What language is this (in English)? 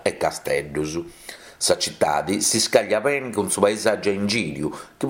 Sardinian